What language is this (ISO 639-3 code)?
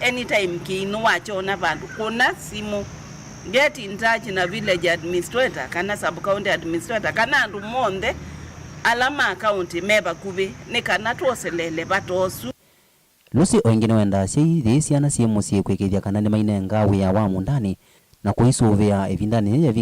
kam